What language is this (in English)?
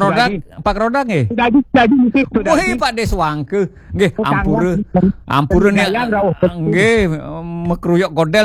Balinese